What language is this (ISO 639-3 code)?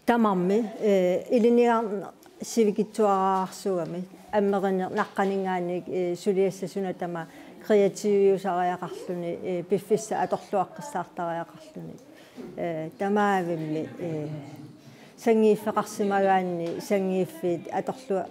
kal